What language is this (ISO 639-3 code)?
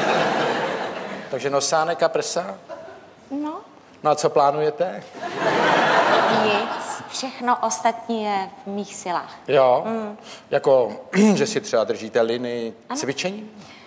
ces